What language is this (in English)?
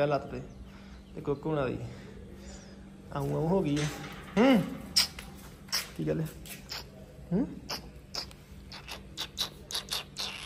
Punjabi